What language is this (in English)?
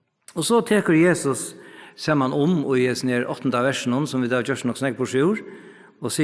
Faroese